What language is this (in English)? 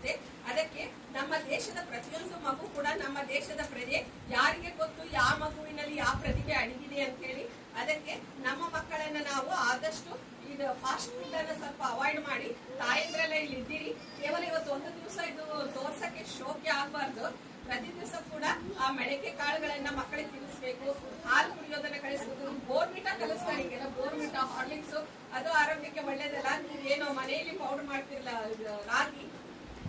Kannada